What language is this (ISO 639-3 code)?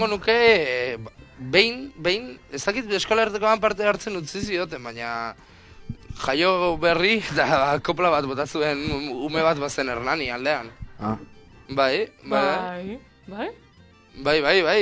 eus